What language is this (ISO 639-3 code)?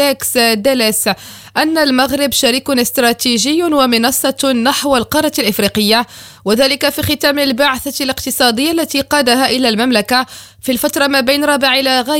ara